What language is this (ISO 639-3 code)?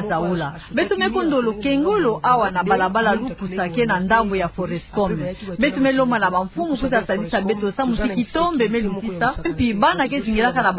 ktu